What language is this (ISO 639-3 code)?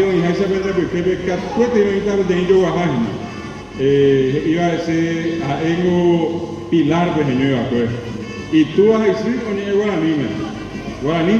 grn